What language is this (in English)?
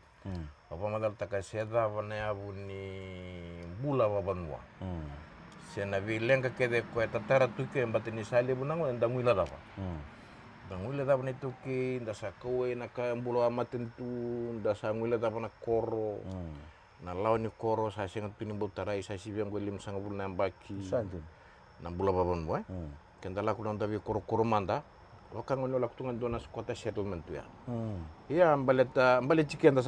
Fijian